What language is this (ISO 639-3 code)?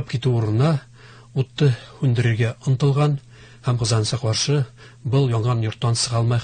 bak